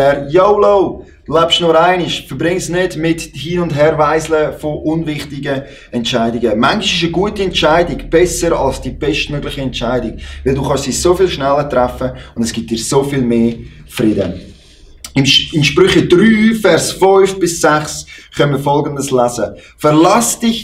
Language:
Swiss German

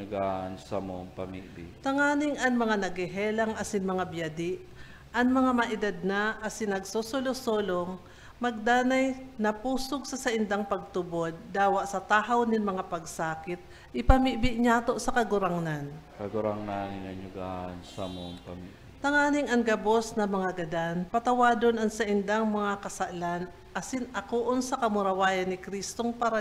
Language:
Bikol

